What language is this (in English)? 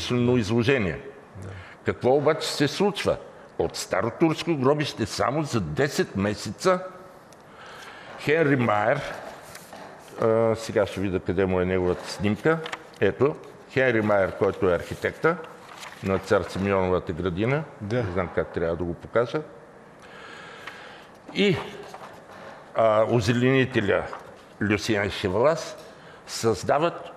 Bulgarian